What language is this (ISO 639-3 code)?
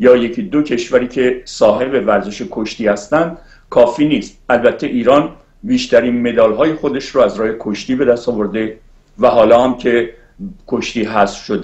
fas